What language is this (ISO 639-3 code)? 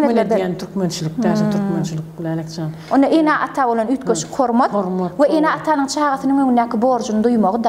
tuk